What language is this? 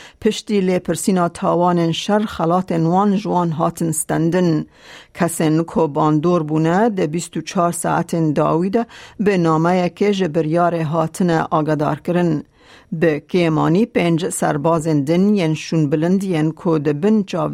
Kurdish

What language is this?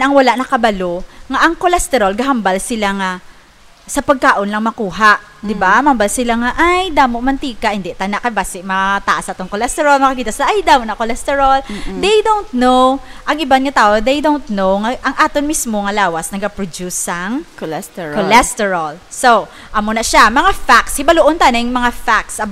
Hiligaynon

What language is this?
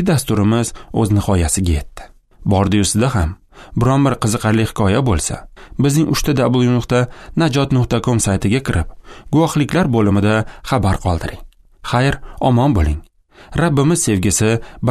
Uzbek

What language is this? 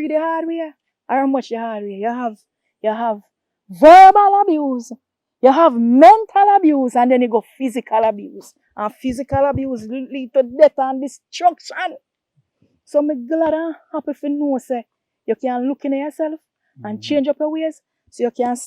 Jamaican Creole English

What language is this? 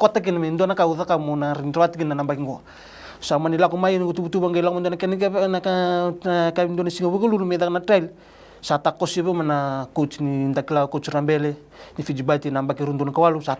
Fijian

